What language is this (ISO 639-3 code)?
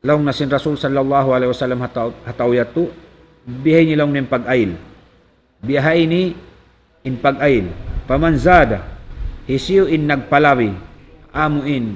tsg